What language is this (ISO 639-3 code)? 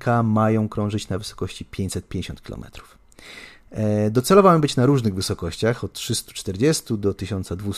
pol